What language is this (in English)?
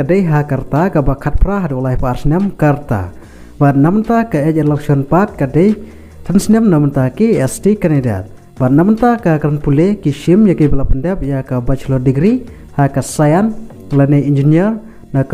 Khasi